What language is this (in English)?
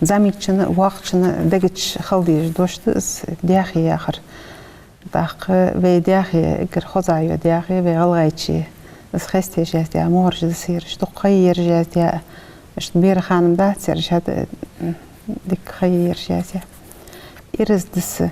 Ingush